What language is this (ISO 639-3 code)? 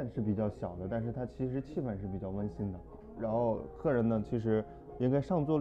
zho